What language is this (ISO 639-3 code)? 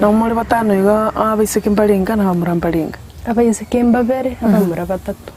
guz